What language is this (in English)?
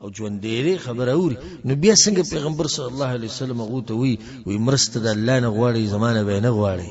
Pashto